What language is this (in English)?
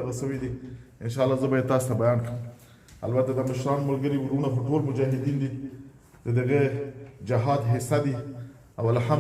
Pashto